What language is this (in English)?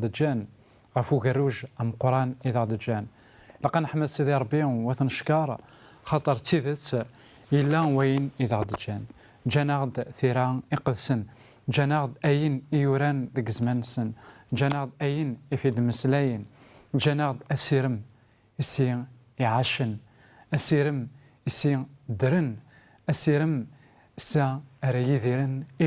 Kabyle